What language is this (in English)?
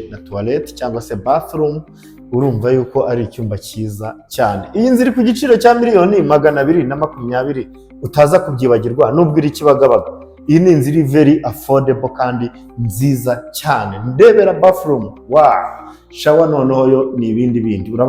Kinyarwanda